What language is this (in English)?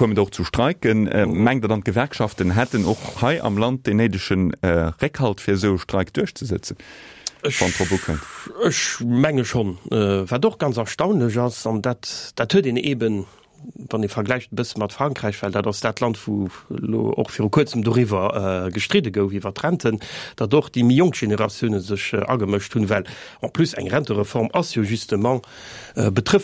Luxembourgish